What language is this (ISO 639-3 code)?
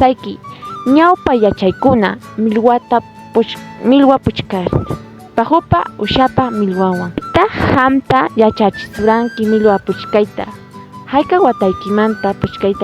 quy